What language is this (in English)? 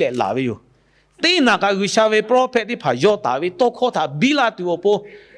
Lahu